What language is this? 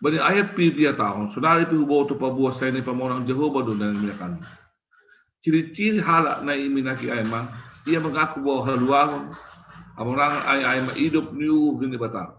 Batak Simalungun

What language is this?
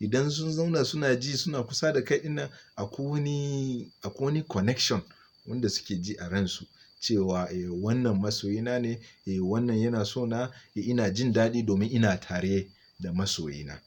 Hausa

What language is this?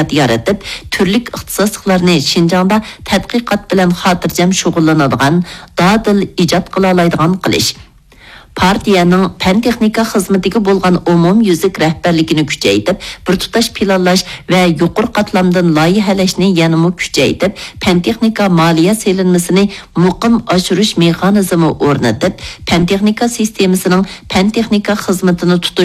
Uyghur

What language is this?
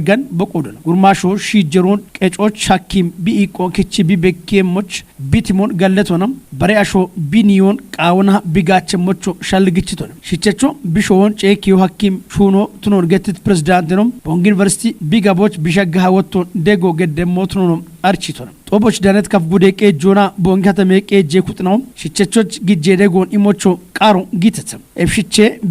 Kafa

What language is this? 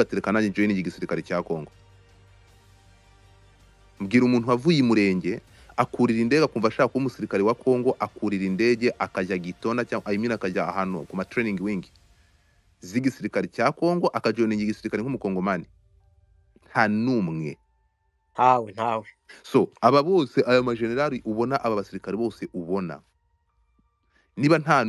Kinyarwanda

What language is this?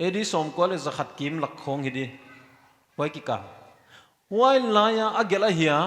Paite Chin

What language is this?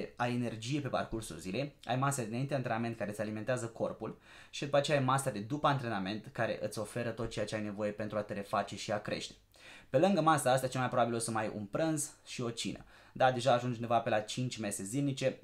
Romanian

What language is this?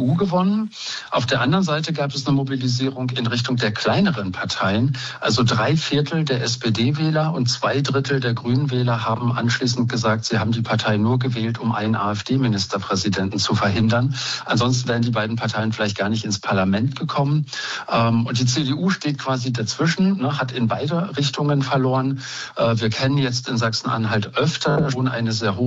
German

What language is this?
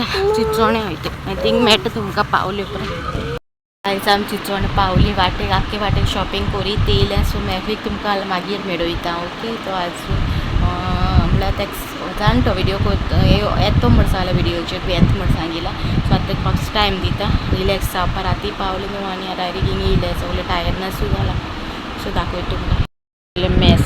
Konkani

